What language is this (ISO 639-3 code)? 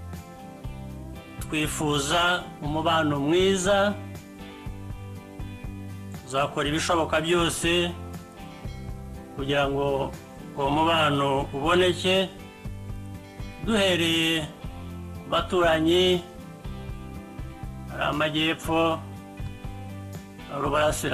kin